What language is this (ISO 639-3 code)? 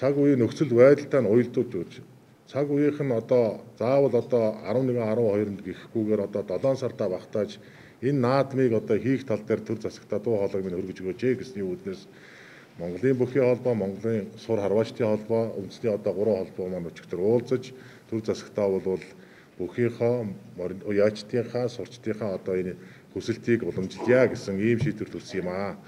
mon